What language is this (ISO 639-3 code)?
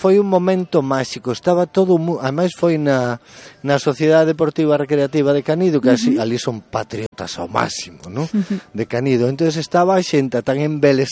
glg